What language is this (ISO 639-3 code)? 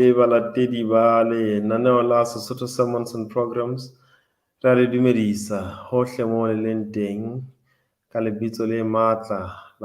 sot